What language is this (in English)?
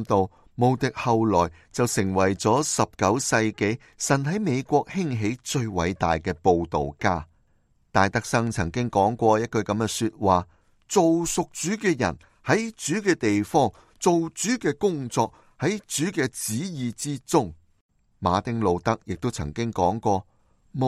Cantonese